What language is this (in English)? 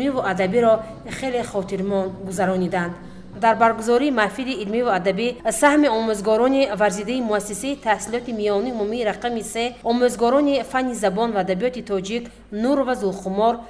Tajik